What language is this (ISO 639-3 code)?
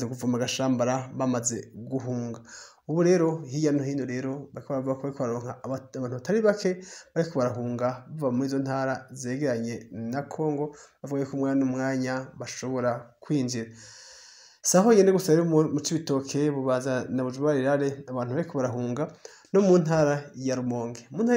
run